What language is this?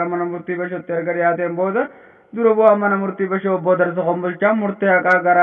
Oromo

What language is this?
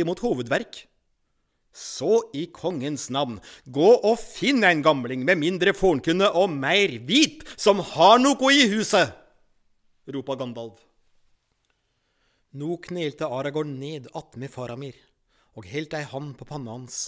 Norwegian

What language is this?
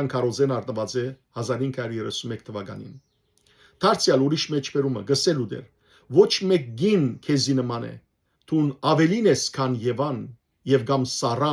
Western Armenian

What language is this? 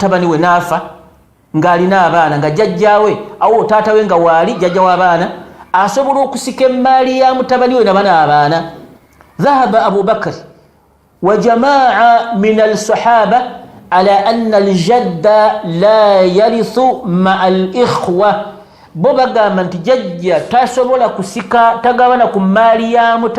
Ganda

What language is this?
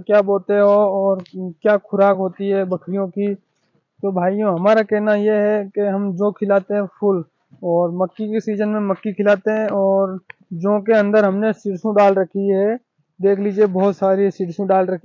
Hindi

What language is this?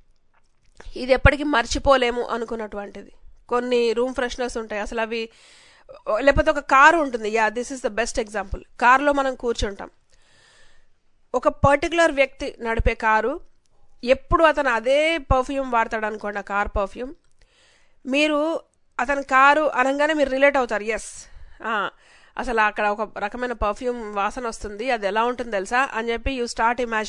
Telugu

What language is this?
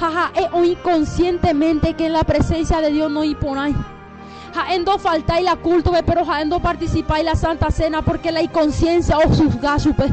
Guarani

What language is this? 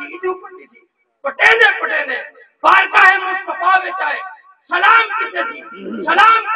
Saraiki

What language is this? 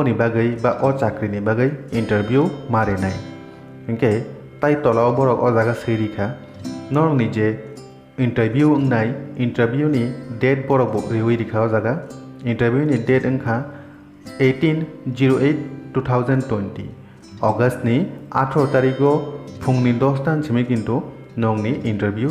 Kok Borok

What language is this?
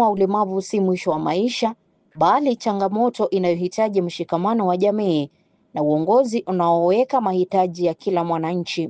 Swahili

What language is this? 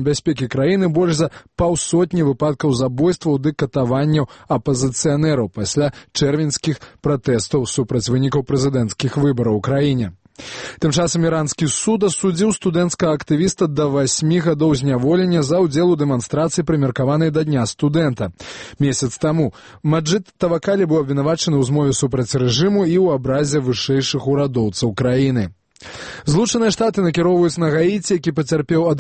Belarusian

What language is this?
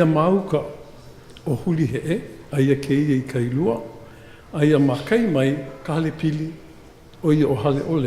Hawaiian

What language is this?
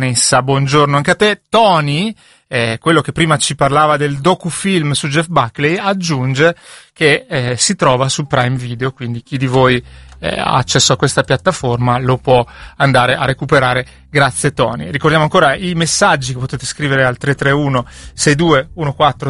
Italian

